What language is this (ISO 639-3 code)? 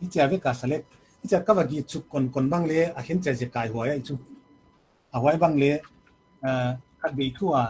pck